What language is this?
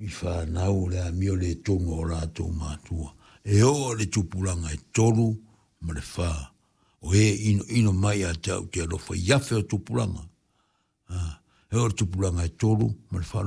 Samoan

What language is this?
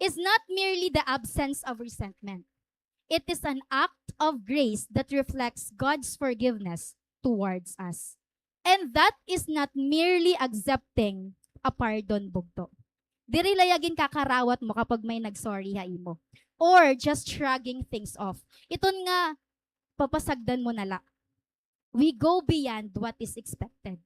Waray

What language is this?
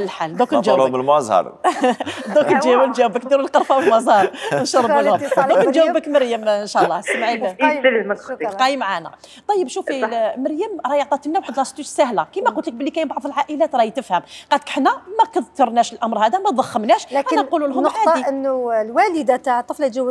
Algerian Arabic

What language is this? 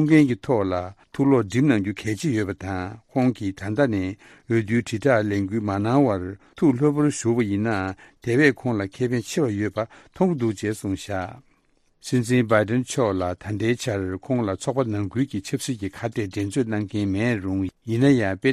Tibetan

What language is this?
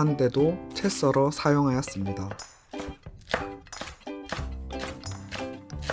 Korean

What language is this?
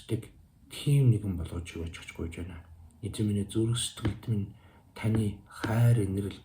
Mongolian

